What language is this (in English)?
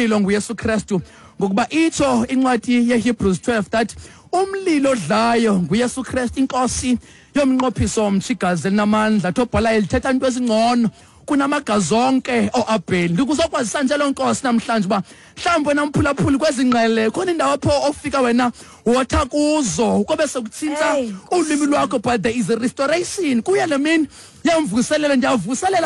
Xhosa